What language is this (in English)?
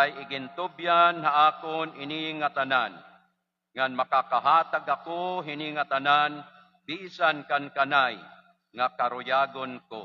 Waray